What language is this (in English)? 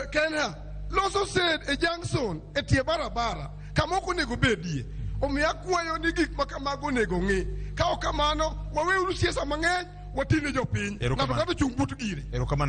Luo (Kenya and Tanzania)